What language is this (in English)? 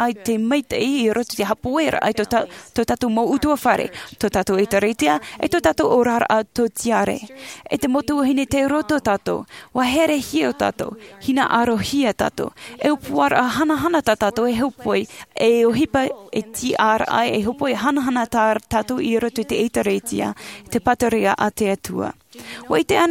Tahitian